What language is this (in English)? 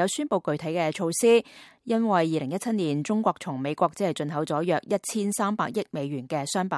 Cantonese